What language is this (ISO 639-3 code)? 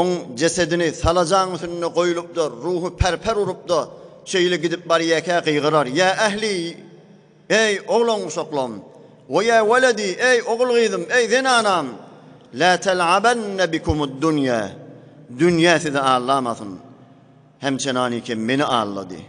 tuk